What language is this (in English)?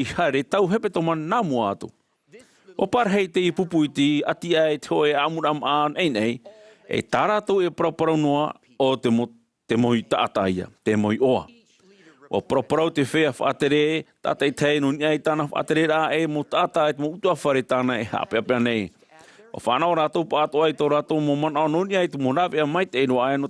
Tahitian